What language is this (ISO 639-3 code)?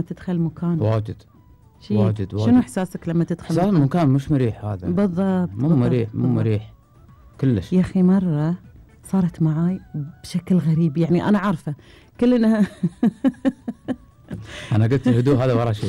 afb